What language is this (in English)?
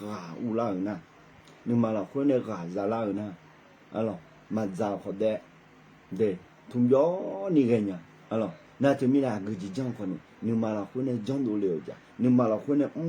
Akha